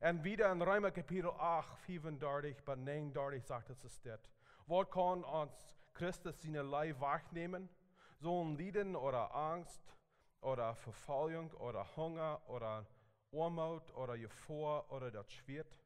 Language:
Plautdietsch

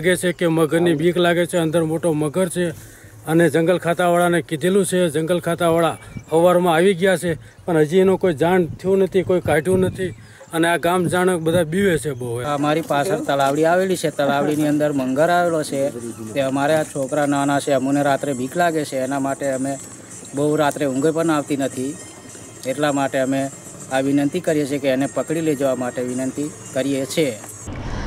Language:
Gujarati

